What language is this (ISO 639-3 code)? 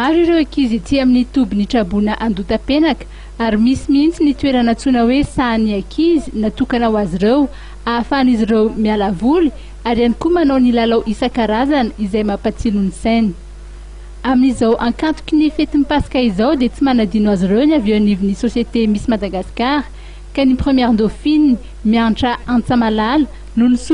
mlg